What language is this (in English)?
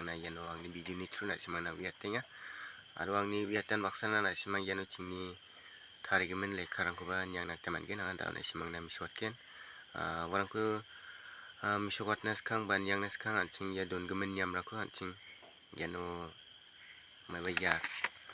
Garo